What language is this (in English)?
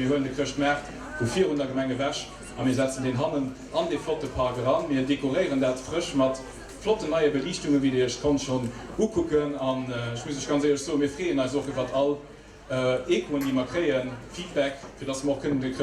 Luxembourgish